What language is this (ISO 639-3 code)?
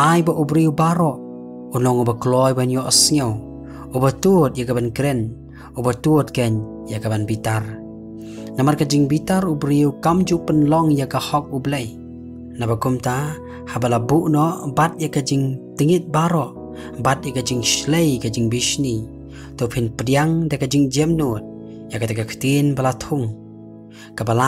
kha